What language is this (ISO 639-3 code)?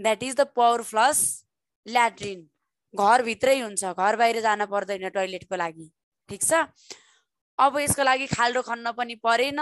nep